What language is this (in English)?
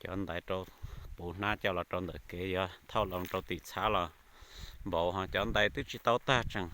Hmong